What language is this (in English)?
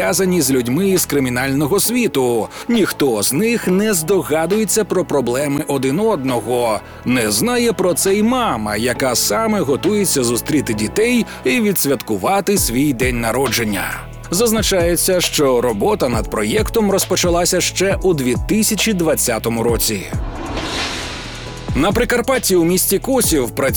Ukrainian